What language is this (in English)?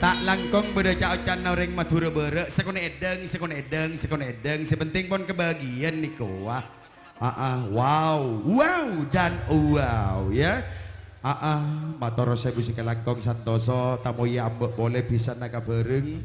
Madurese